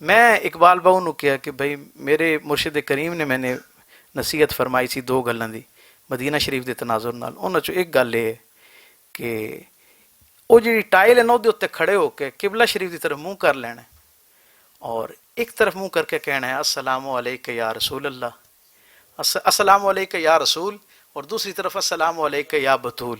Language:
Western Panjabi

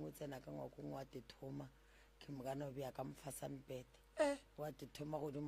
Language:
Northern Sotho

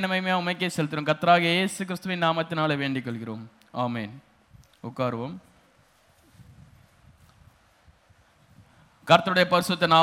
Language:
Tamil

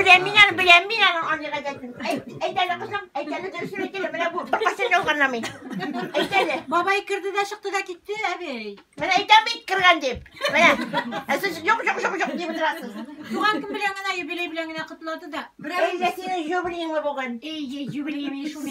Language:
Tatar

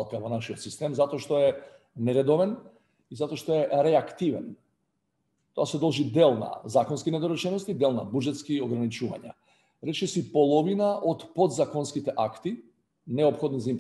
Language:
Macedonian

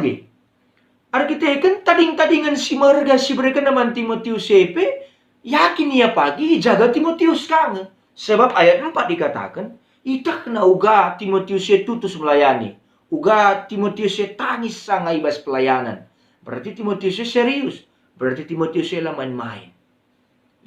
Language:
Batak Karo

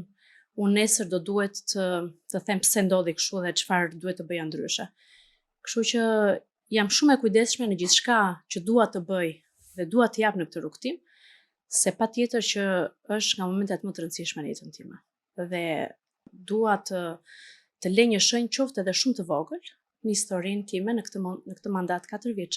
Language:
Albanian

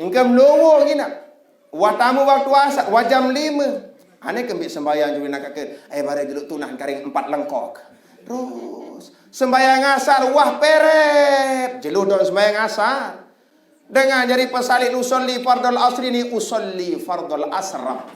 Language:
Sasak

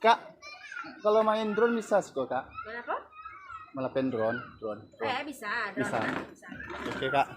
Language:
Minangkabau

